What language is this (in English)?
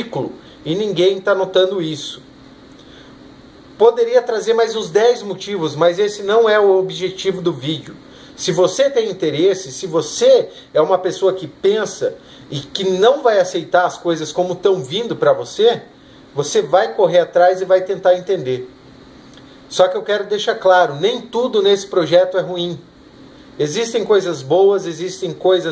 Portuguese